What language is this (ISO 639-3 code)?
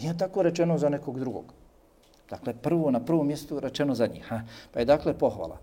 bos